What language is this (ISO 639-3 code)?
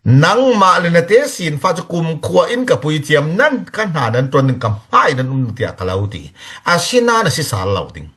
cfm